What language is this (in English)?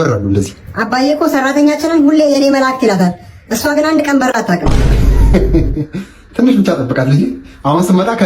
Amharic